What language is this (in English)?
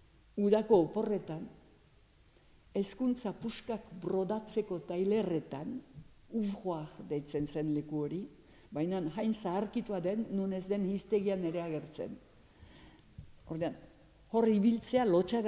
Basque